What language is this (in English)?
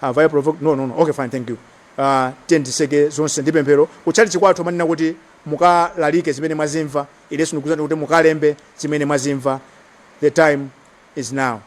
Nyanja